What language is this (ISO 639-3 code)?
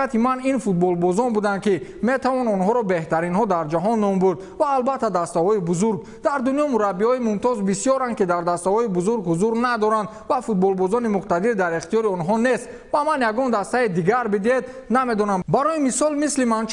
tgk